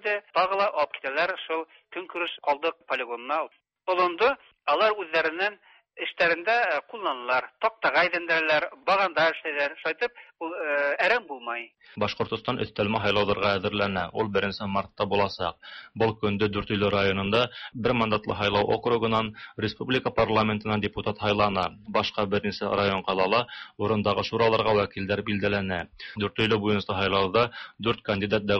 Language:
Tatar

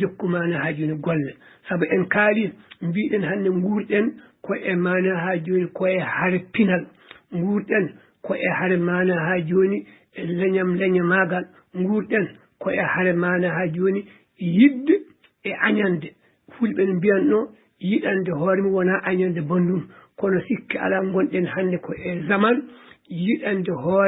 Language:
Fula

